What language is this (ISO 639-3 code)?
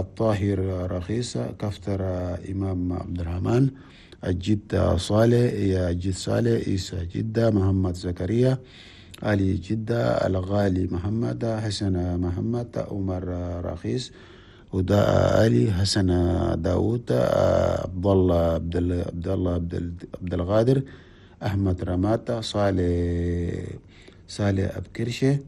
shu